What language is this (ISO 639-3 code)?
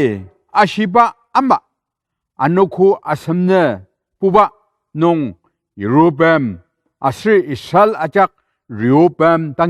njo